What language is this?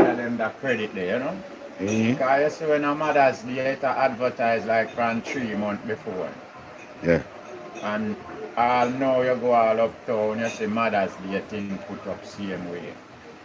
Jamaican Creole English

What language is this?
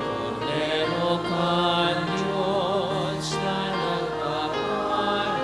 Bikol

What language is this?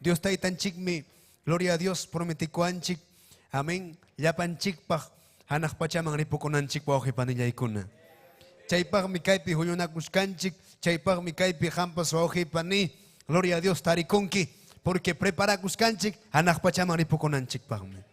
Ayacucho Quechua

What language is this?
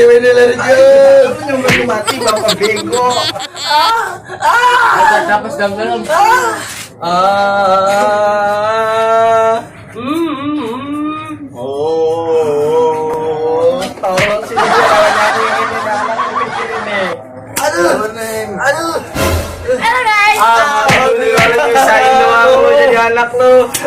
Betawi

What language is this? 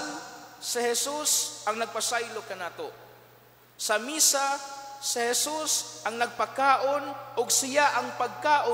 Cebuano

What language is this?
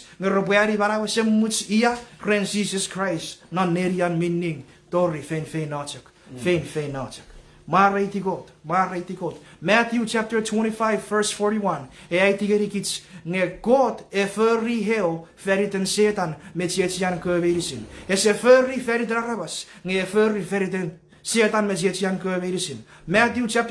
Chuukese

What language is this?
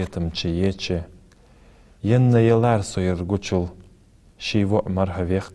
Ingush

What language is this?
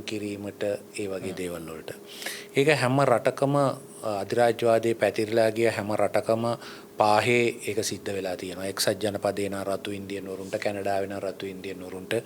Sinhala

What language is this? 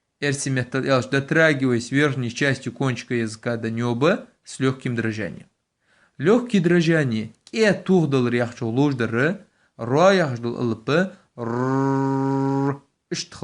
Ingush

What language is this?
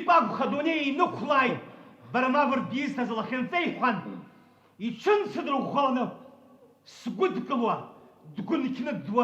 Abkhazian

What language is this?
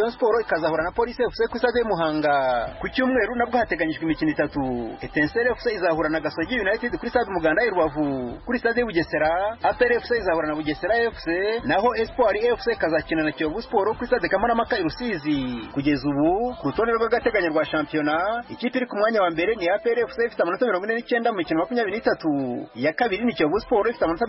Kinyarwanda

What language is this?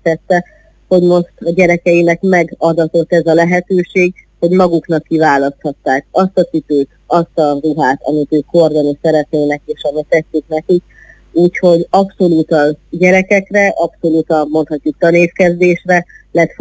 Hungarian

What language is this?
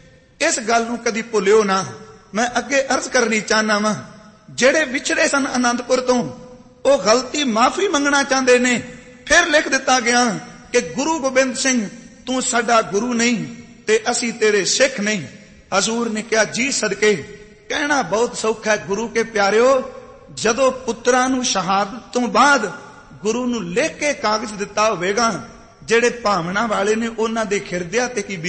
Punjabi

